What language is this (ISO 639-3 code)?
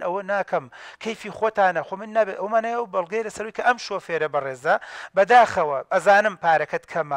ckb